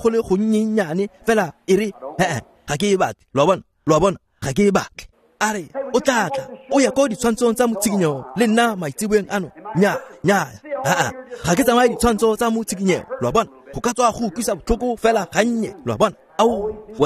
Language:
Tswana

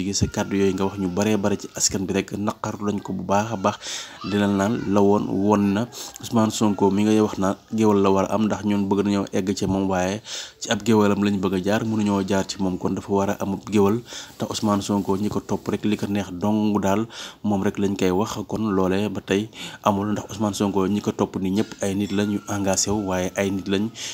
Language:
Wolof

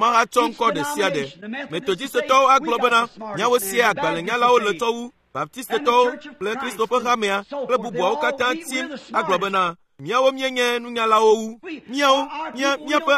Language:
Ewe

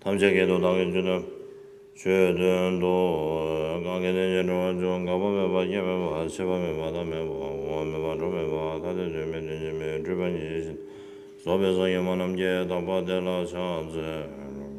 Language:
Tibetan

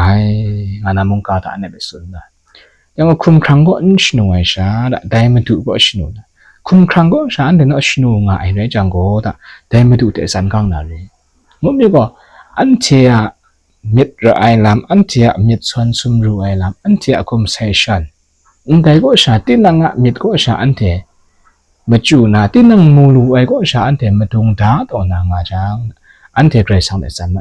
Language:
Kachin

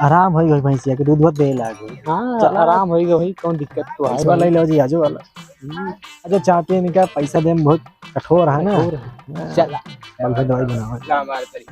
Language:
Awadhi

